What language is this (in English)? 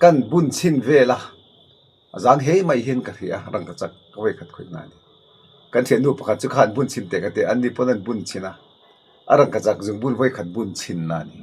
Mizo